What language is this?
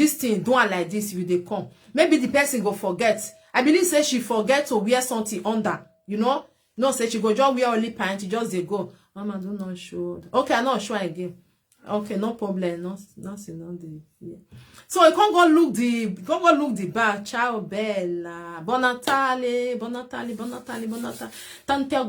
Nigerian Pidgin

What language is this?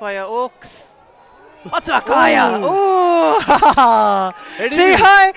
Māori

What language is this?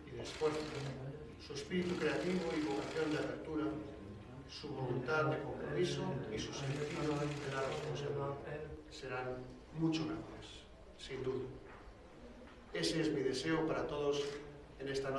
Spanish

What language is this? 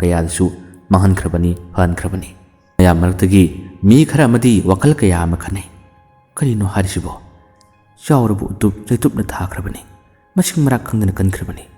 Manipuri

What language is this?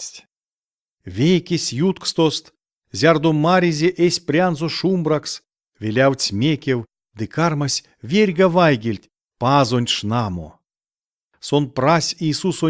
Erzya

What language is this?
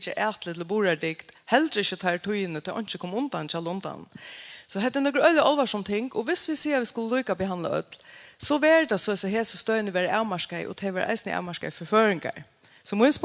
Faroese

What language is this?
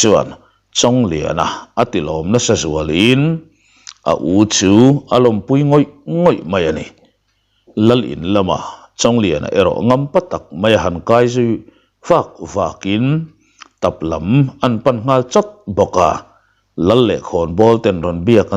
Mizo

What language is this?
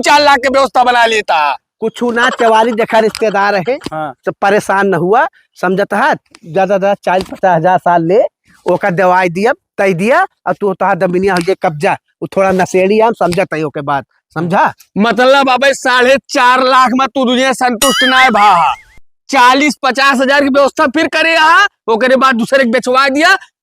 Awadhi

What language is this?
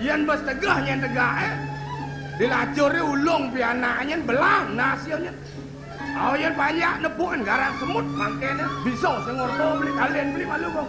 Balinese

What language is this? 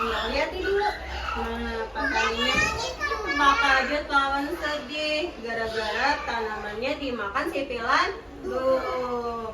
Banjar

